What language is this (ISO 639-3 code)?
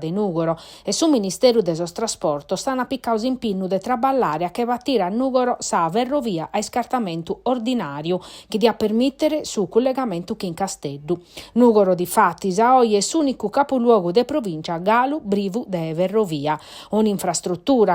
srd